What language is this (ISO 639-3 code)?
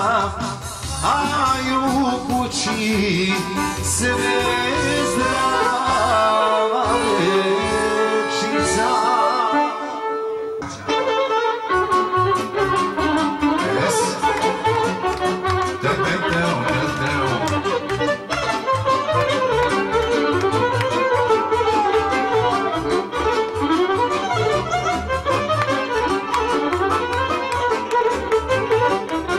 hrv